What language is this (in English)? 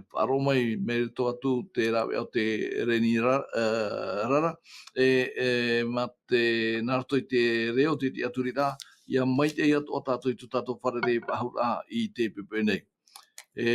Tahitian